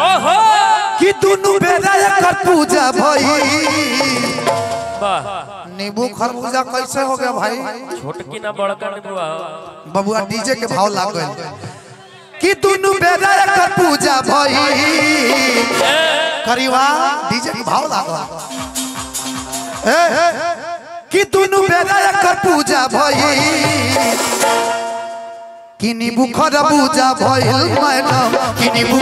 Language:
Bhojpuri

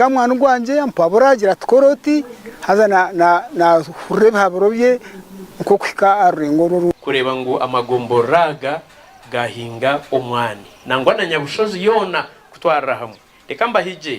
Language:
Nyankole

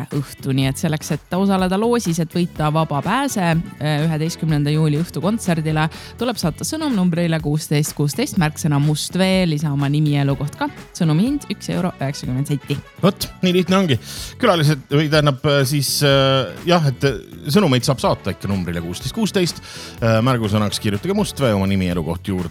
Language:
Estonian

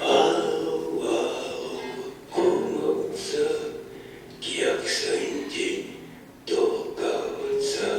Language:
Erzya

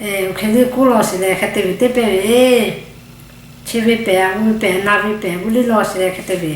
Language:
Lahu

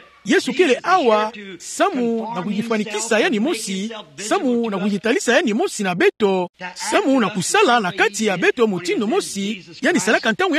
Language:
Kituba (Democratic Republic of Congo)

